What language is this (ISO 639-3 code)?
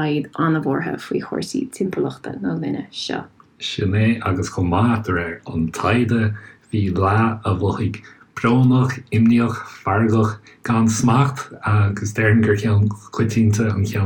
gle